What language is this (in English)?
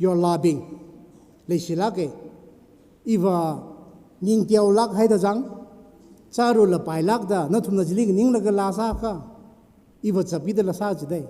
Tangkhul Naga (India)